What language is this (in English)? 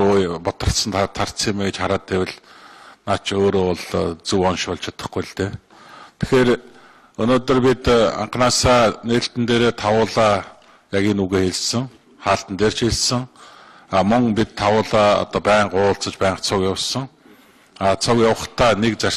Mongolian